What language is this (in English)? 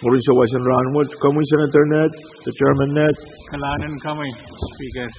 Pohnpeian